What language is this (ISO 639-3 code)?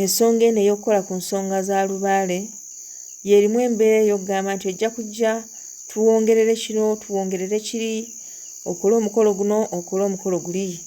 lug